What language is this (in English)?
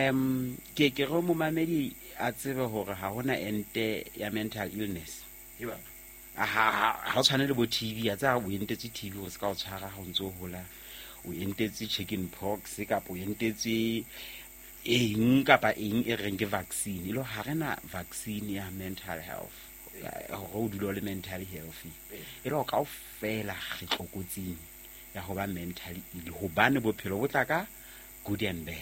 Southern Sotho